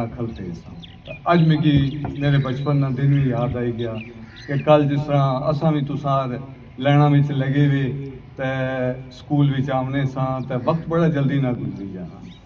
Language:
Pahari-Potwari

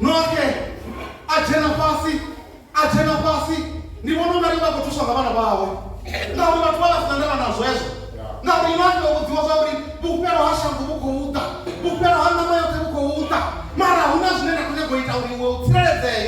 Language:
Venda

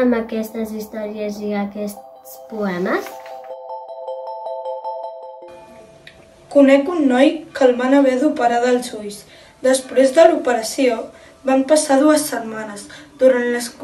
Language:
Catalan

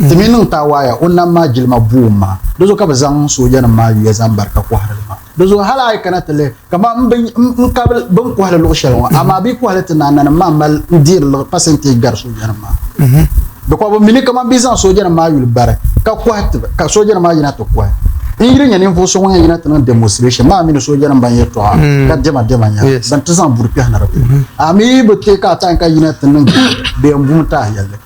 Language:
Dagbani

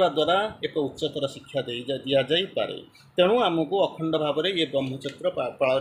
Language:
Odia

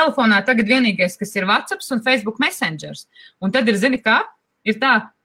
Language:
Latvian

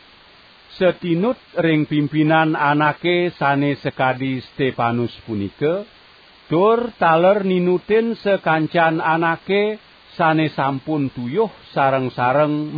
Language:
Balinese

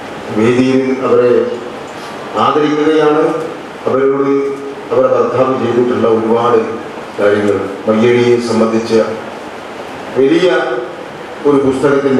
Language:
Malayalam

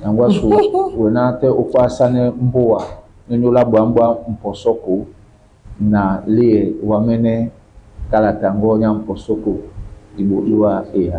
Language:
Duala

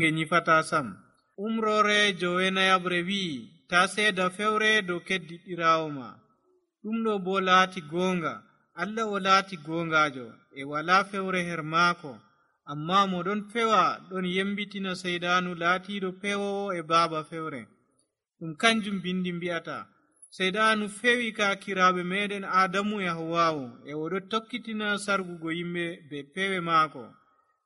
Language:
Nigerian Fulfulde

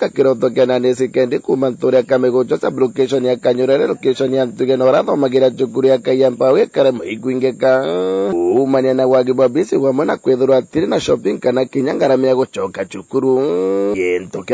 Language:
Meru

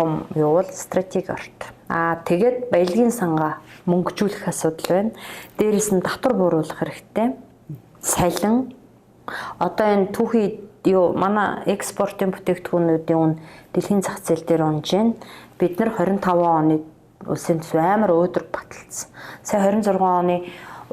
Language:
Mongolian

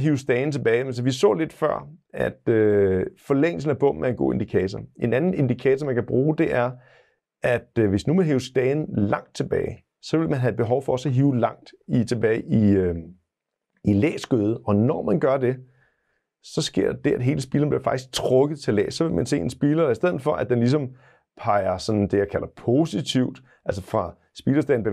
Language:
Danish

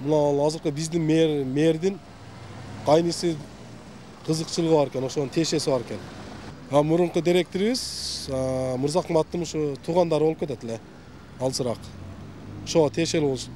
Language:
Kyrgyz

